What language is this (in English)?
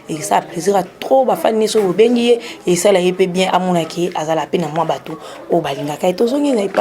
Lingala